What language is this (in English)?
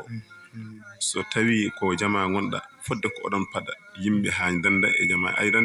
Fula